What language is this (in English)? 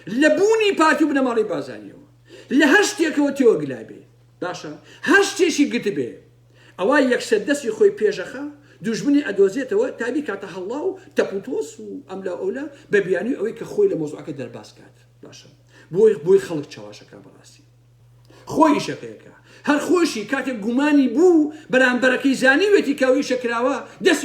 Central Kurdish